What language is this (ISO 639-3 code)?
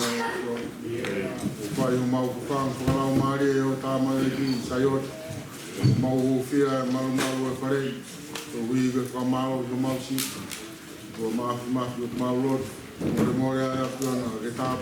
ton